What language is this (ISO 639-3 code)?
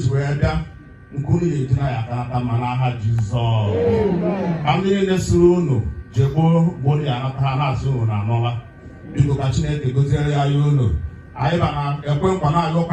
ibo